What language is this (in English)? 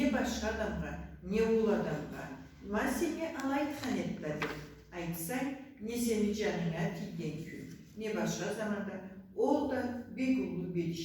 Karachay-Balkar